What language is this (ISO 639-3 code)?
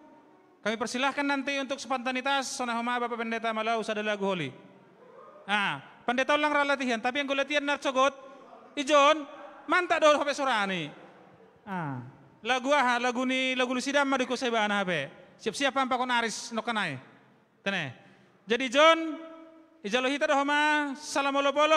bts